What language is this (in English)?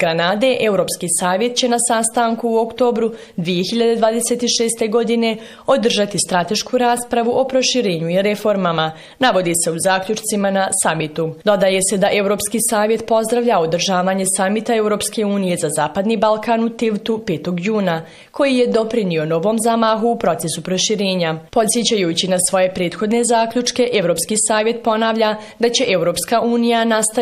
Bosnian